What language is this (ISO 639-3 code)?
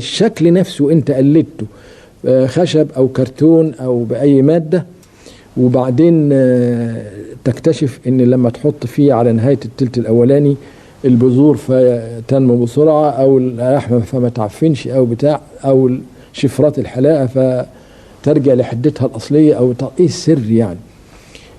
arz